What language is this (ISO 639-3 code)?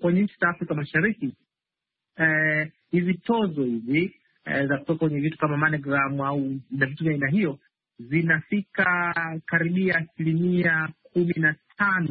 swa